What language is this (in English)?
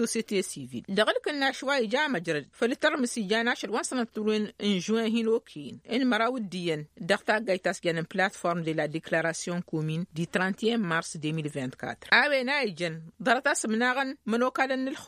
Tamasheq